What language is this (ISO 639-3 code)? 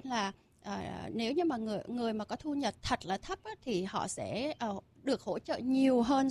vie